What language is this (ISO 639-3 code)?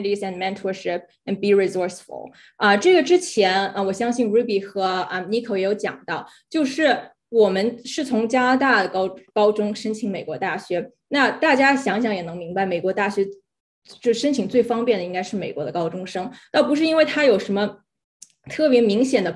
zho